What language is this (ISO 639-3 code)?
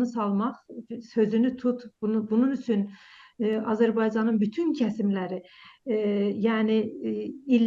azb